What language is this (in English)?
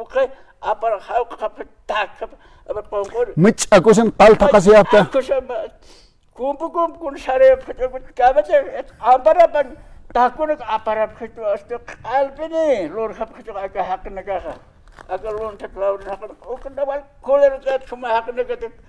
Aymara